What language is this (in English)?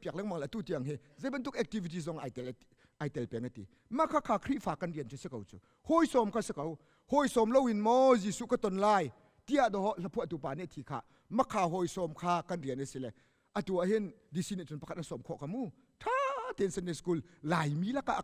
Hakha Chin